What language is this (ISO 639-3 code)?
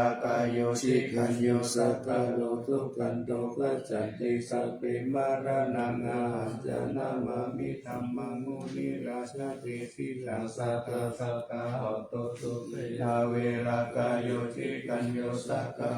pli